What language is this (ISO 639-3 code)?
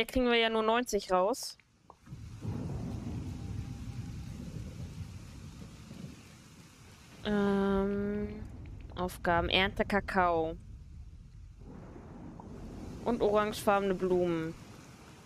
deu